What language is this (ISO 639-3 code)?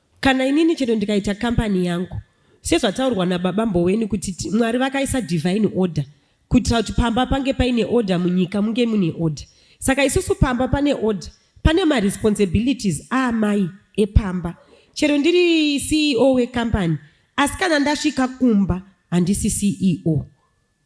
sna